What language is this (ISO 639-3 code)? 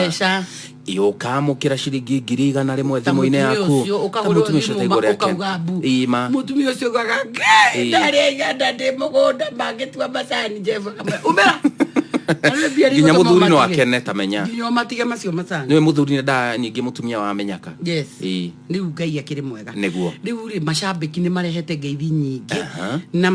kik